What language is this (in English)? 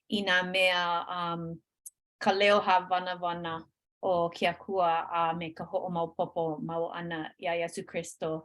Hawaiian